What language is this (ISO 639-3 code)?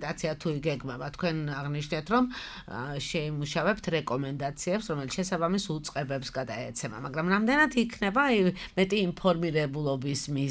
kat